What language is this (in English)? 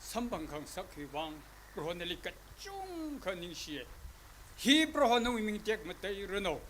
Tangkhul Naga (India)